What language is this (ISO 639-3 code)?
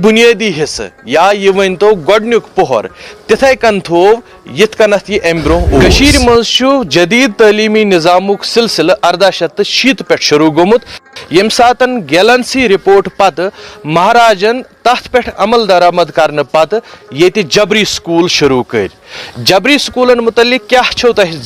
kas